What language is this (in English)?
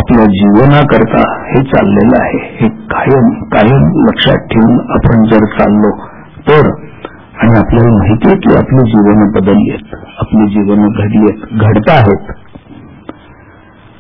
Marathi